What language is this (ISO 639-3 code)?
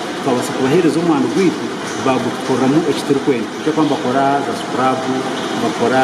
nyn